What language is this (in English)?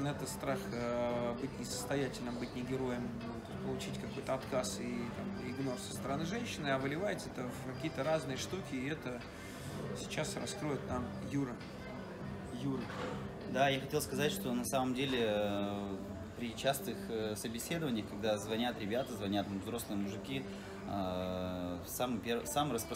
Russian